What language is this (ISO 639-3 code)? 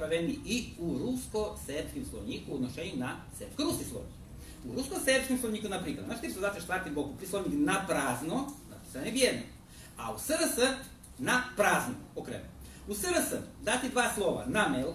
rue